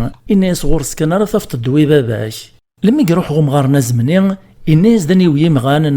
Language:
Kabyle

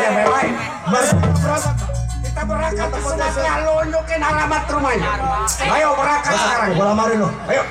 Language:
Betawi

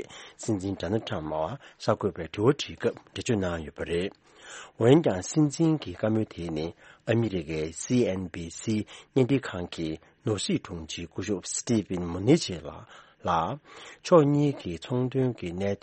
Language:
Tibetan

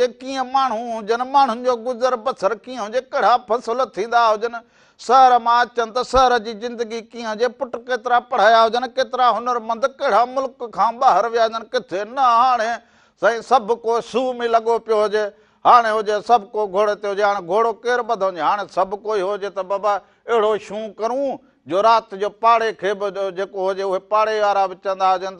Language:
Sindhi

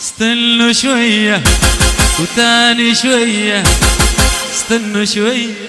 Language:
Adamawa Fulfulde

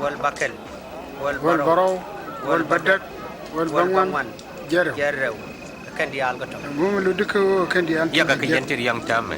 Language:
Nuer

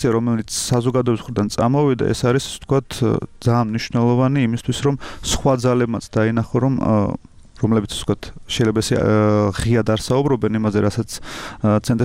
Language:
Georgian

